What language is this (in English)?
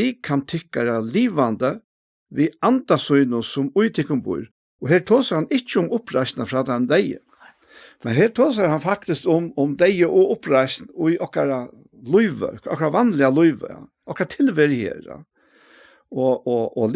Faroese